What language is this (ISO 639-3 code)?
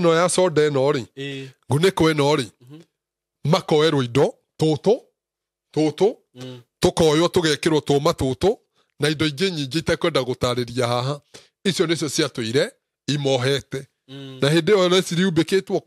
kik